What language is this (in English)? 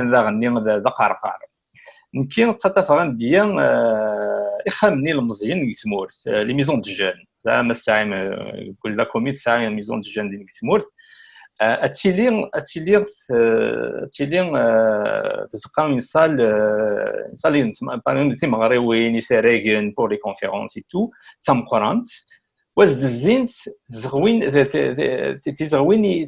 Kabyle